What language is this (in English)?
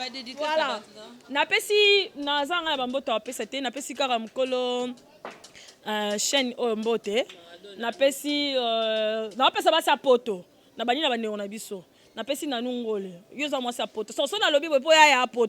Lingala